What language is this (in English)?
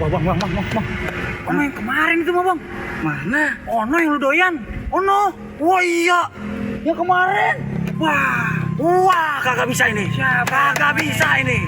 Betawi